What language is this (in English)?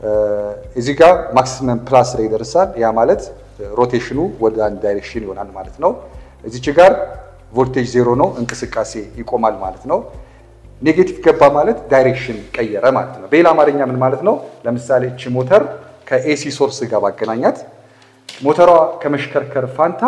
Amharic